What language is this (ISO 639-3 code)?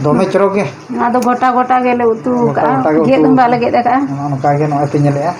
sat